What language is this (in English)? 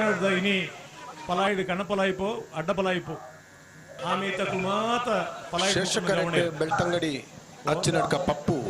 Tulu